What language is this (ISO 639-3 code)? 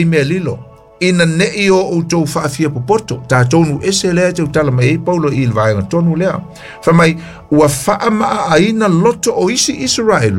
smo